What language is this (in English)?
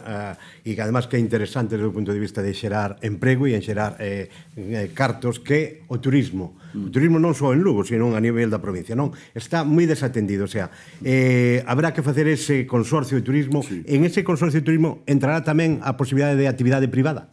Galician